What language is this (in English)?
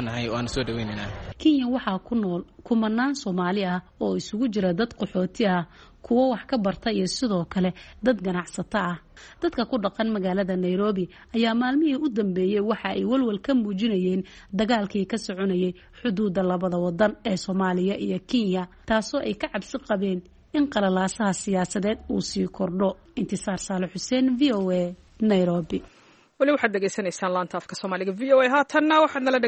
Somali